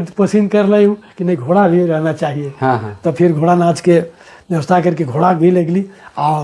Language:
Sadri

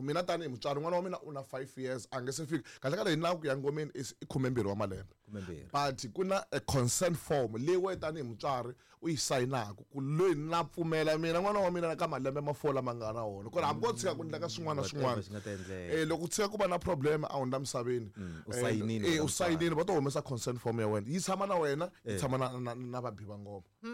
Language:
Tsonga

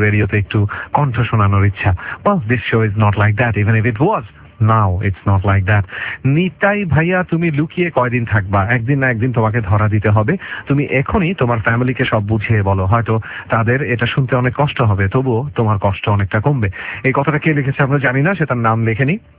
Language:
Bangla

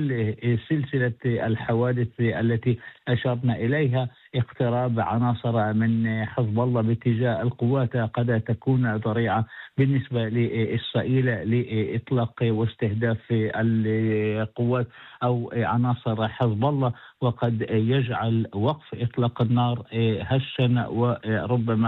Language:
Arabic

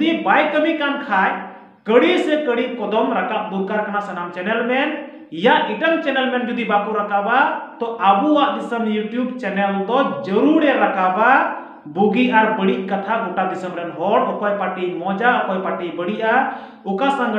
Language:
Santali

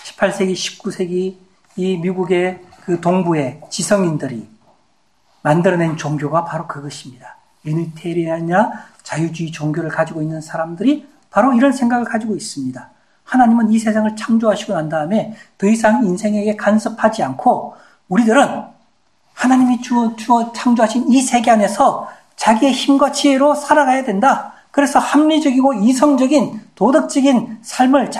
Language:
Korean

